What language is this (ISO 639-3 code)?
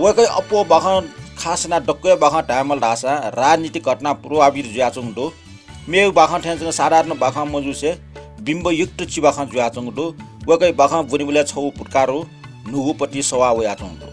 new